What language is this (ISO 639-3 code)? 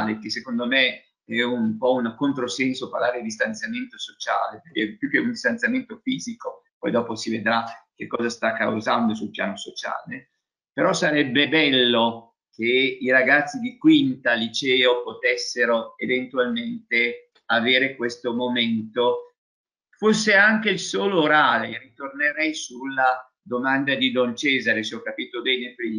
ita